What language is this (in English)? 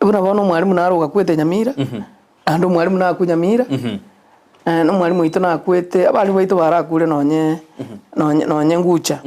Gusii